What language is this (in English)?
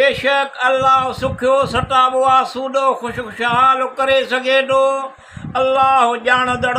Sindhi